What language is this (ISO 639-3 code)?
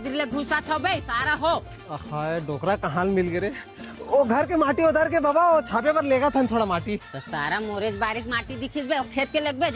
hne